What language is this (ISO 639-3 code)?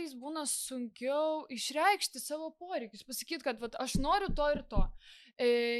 lit